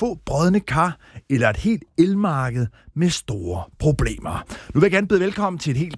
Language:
Danish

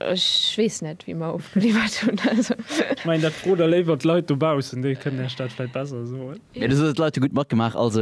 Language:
Luxembourgish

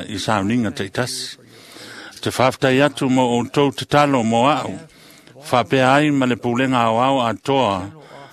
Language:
Samoan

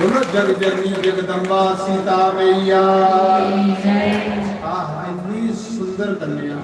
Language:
Dogri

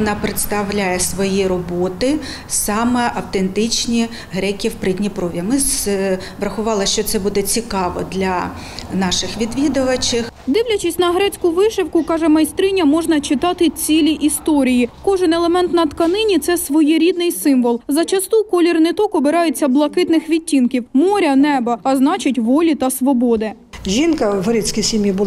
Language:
Ukrainian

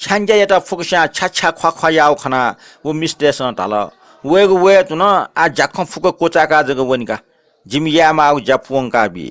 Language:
Newari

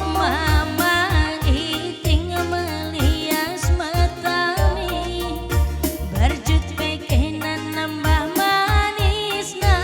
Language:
Batak Karo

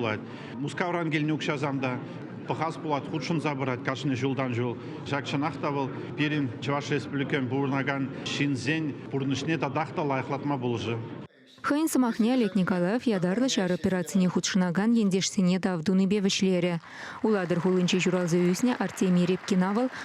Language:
Chuvash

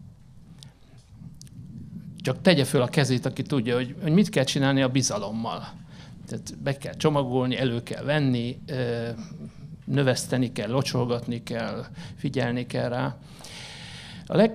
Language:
Hungarian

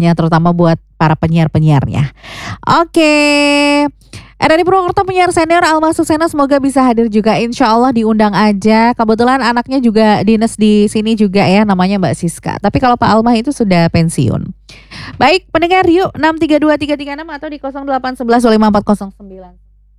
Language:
Indonesian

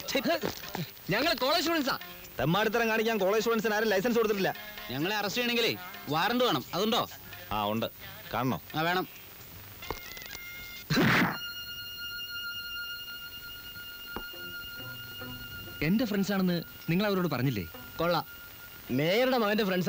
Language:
Malayalam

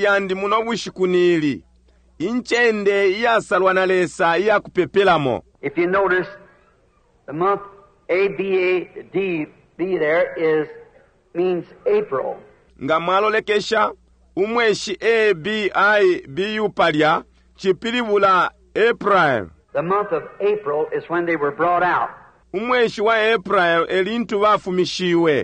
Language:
Bemba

